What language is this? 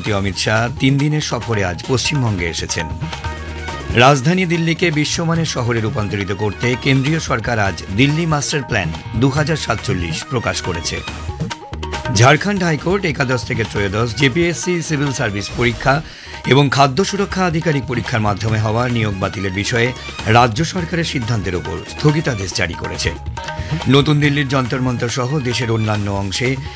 Bangla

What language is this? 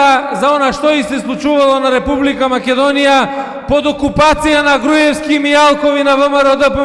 Macedonian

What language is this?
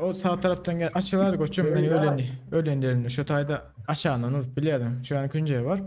Turkmen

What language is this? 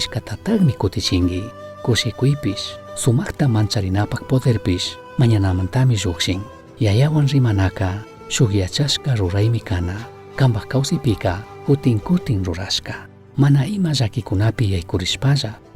Chimborazo Highland Quichua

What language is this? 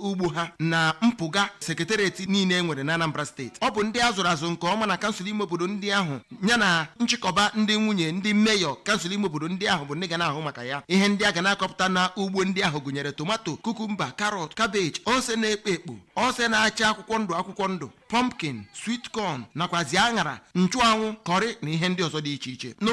Igbo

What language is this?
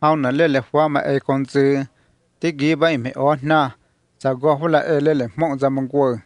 Vietnamese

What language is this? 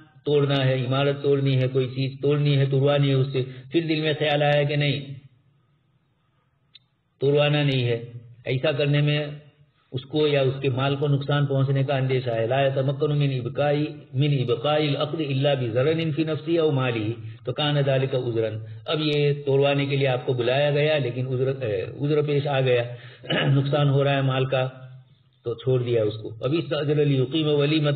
Urdu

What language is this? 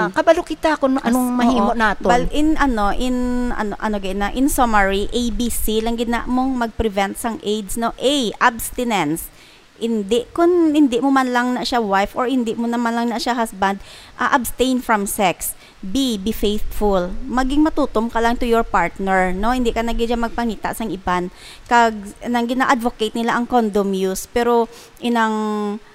Hiligaynon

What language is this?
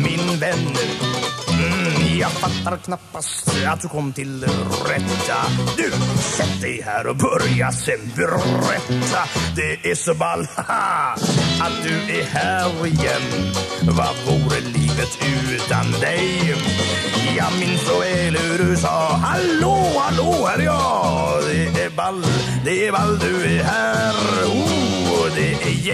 Swedish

